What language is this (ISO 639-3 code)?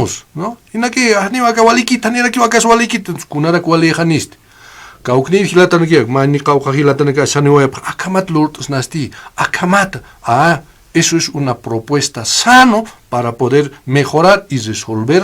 aym